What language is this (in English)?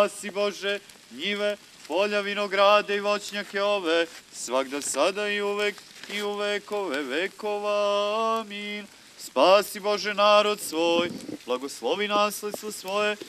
Serbian